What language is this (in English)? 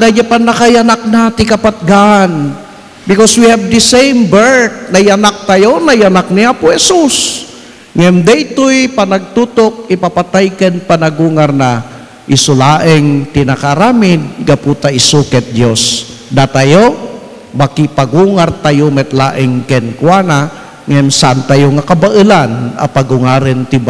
Iloko